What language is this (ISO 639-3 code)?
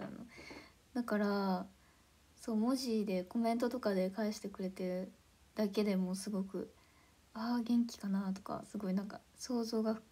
jpn